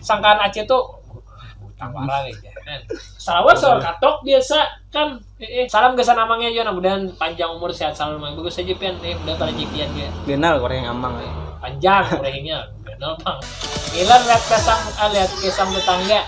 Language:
Banjar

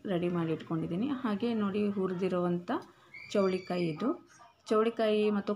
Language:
Kannada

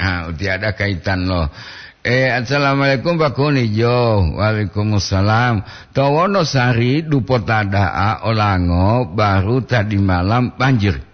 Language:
Gorontalo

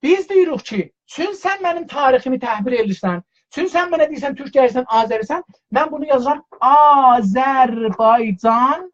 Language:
South Azerbaijani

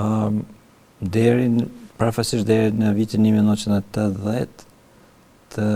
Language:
Albanian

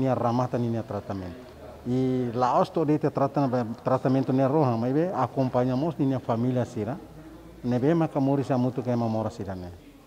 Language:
Tetum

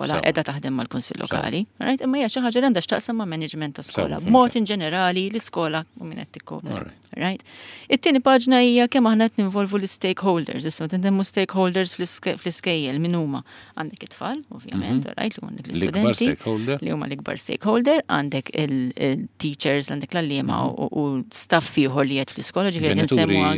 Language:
Maltese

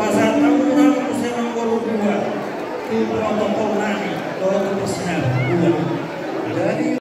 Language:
Batak Toba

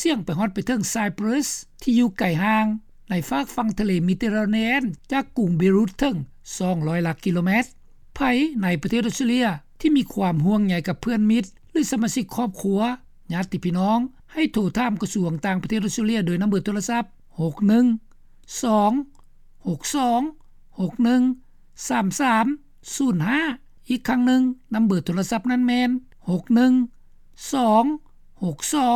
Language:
Lao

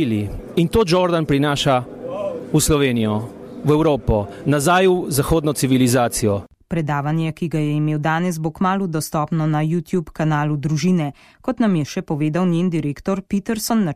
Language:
Slovenian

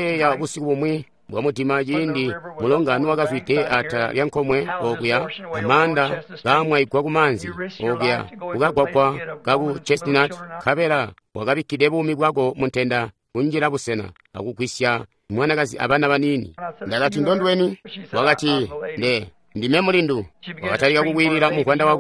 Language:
Tonga (Zambia)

